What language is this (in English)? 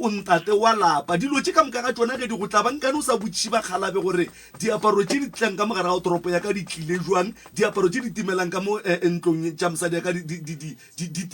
Northern Sotho